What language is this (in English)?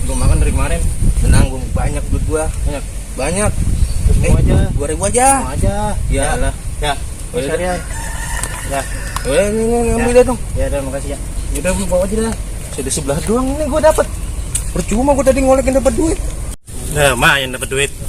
Betawi